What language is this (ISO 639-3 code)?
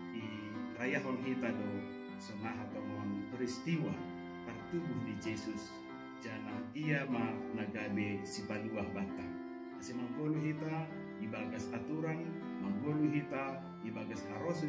bts